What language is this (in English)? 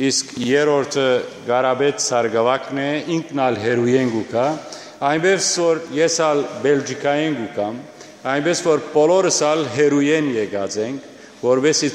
Western Armenian